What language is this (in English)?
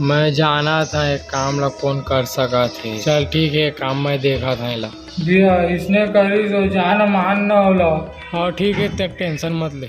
Chhattisgarhi